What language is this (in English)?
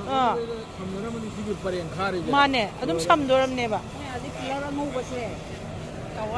Manipuri